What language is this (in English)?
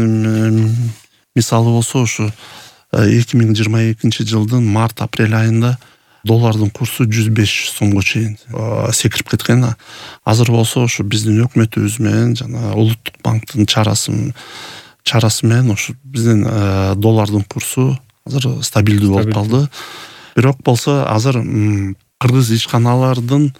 Kyrgyz